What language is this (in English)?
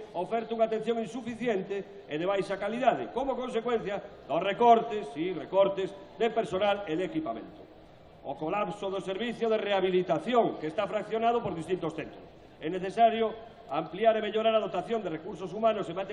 Galician